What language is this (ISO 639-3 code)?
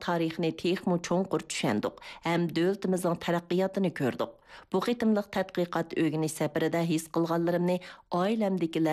uig